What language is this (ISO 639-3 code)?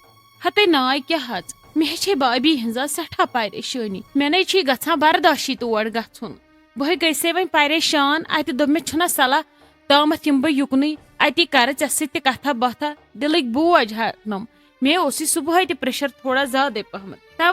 kas